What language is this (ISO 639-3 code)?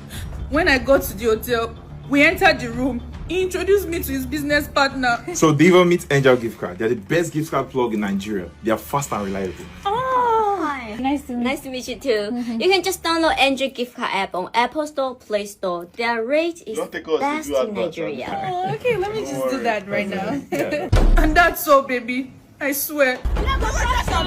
pcm